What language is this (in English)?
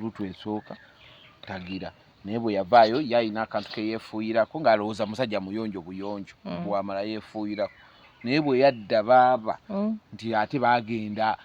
Ganda